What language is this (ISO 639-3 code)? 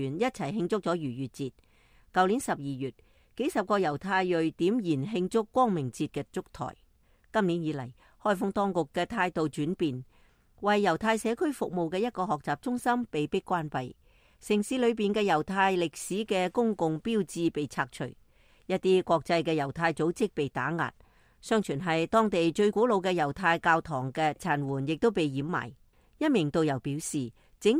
yue